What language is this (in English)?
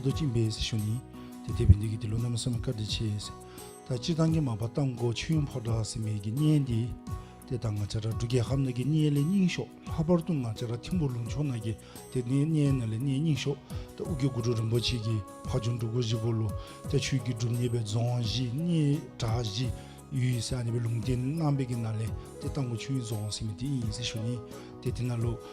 Dzongkha